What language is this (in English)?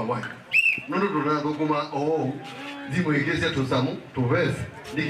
Kamba